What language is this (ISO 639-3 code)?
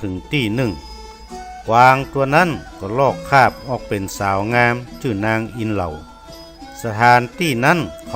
nod